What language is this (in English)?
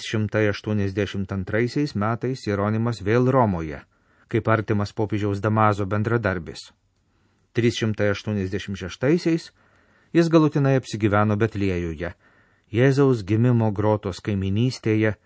Lithuanian